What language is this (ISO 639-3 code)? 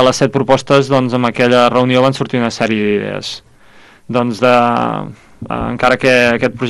cat